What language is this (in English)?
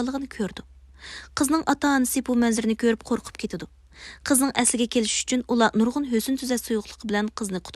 Uyghur